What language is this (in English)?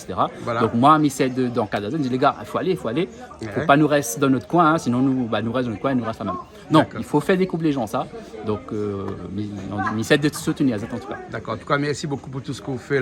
Réunion Creole French